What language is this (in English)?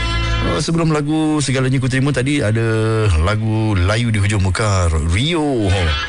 Malay